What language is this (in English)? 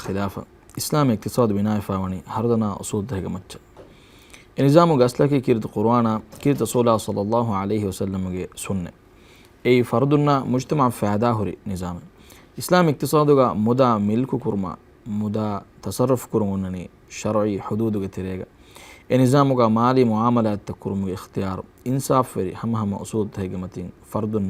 Divehi